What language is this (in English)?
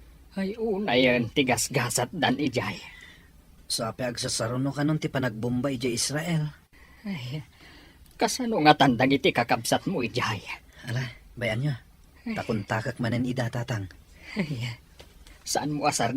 Iloko